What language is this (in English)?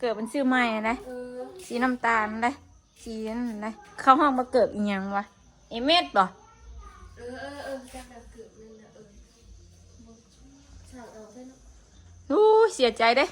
Northeastern Thai